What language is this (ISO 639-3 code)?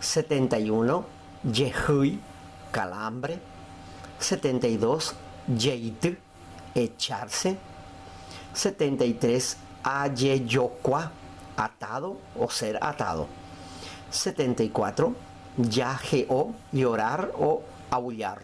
grn